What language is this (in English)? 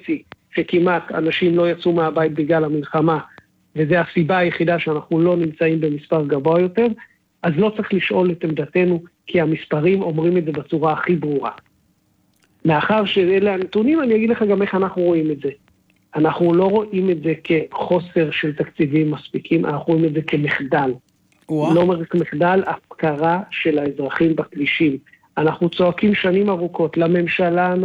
Hebrew